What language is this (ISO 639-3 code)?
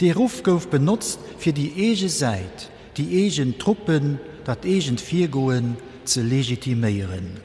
ltz